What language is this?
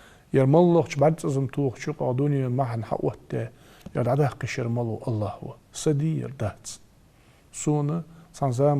Ingush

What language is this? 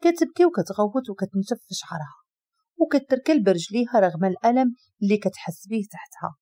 Moroccan Arabic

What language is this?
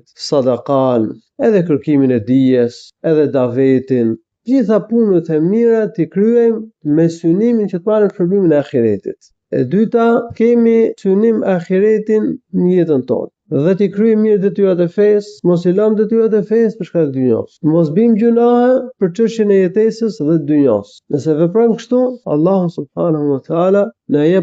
Albanian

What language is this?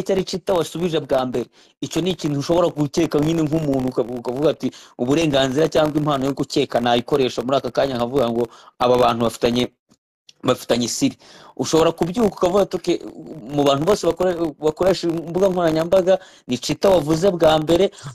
Kinyarwanda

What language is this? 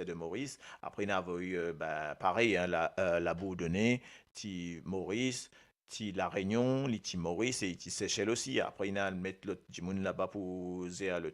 Morisyen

